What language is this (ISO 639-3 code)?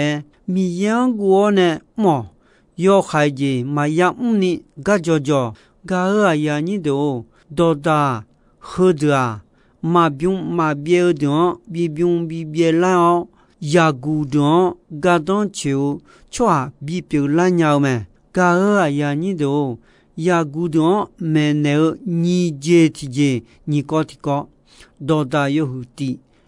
ahk